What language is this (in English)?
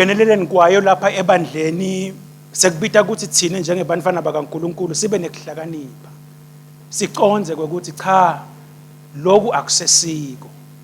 Swati